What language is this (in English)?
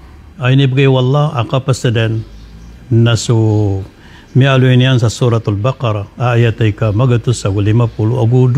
Maranao